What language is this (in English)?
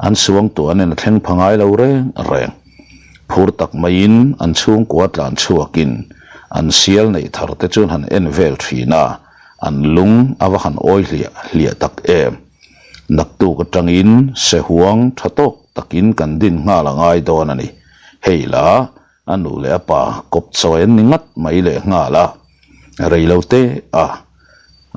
Mizo